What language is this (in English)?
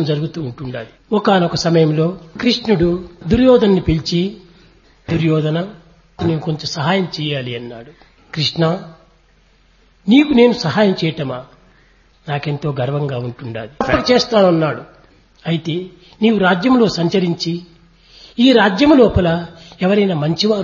Telugu